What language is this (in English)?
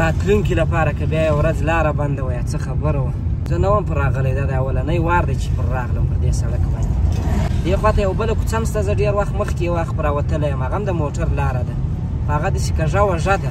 Pashto